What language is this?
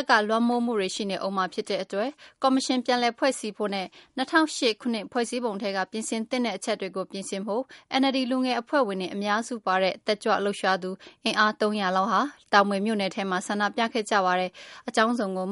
Burmese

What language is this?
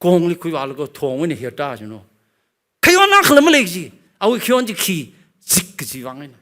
Tangkhul Naga (India)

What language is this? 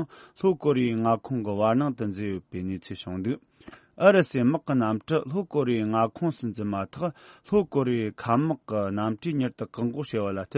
Tibetan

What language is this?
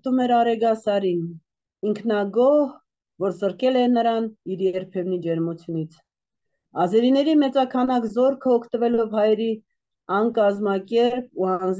Armenian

